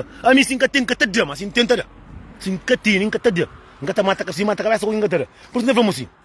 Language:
Kabuverdianu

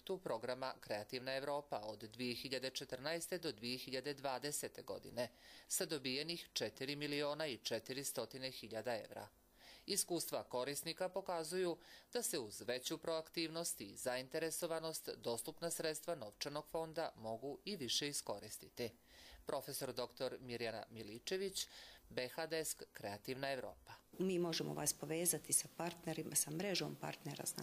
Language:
Serbian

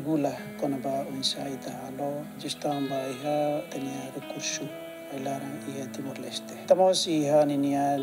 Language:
Tetum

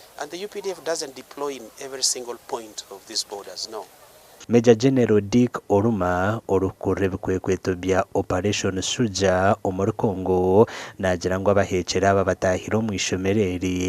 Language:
Nyankole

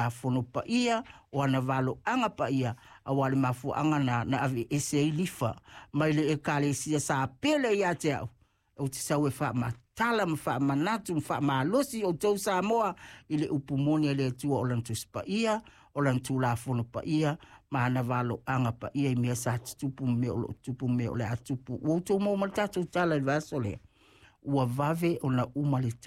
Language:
Samoan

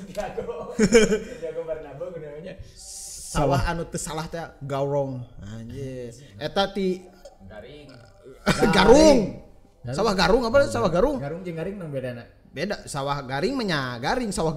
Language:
Sundanese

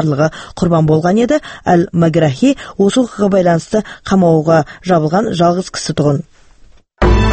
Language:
Kazakh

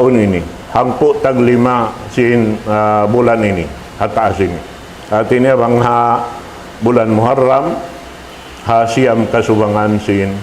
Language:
Tausug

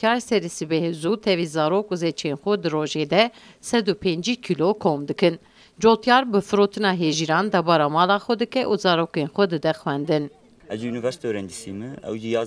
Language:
Kurdish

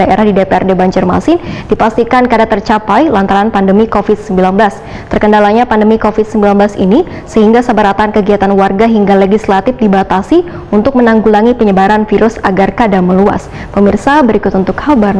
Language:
Banjar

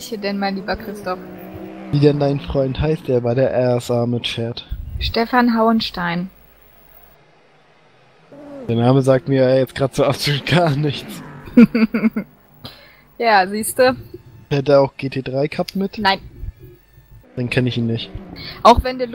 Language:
German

